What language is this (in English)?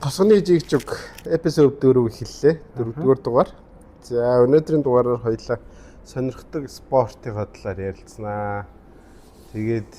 Mongolian